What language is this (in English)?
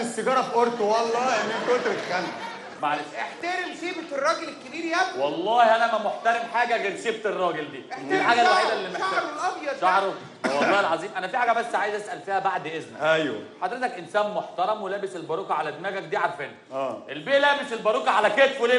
Egyptian Arabic